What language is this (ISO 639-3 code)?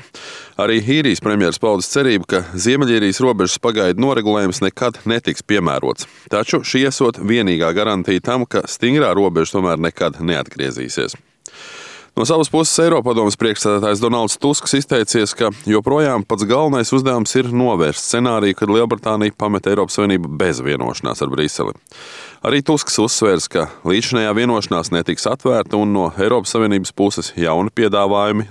lav